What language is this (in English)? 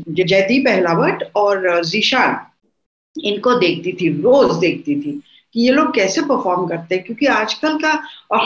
Hindi